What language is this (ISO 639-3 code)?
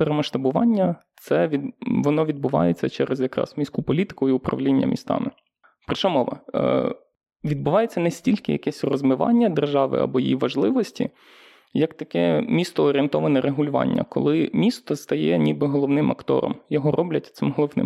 ukr